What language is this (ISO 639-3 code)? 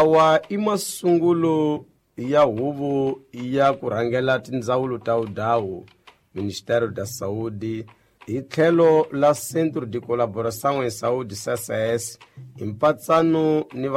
tso